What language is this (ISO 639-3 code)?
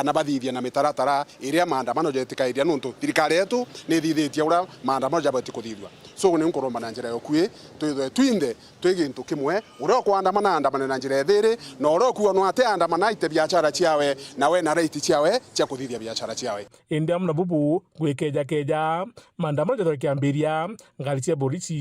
mer